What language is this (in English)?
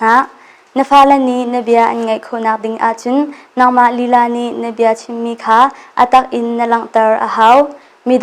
Hakha Chin